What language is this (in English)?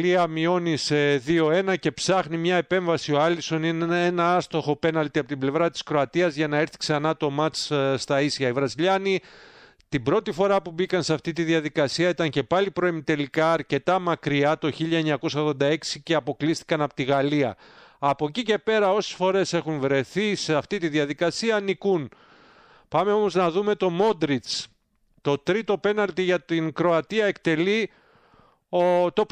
Greek